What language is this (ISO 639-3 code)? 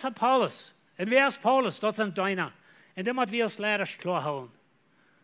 pdt